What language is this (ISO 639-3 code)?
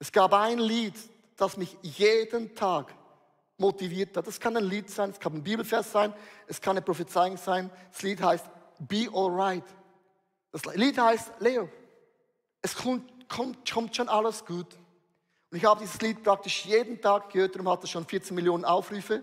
gsw